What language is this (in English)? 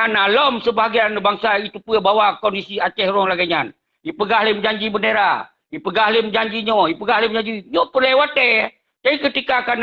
Achinese